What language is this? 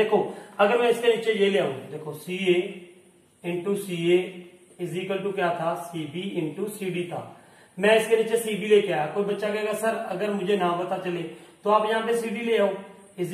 Hindi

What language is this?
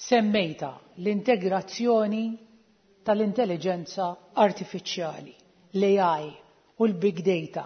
Maltese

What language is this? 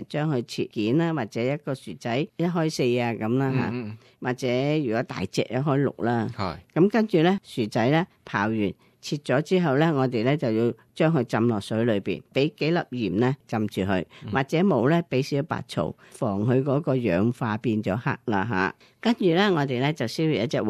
Cantonese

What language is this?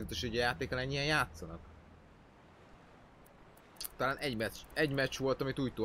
Hungarian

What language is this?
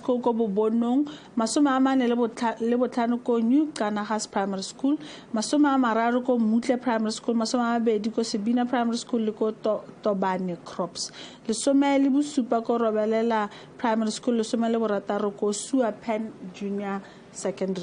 Tswana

